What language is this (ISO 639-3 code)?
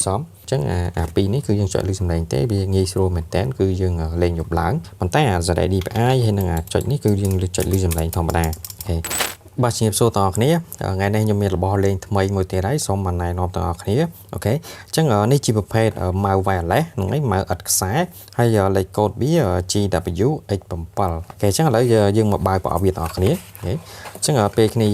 khm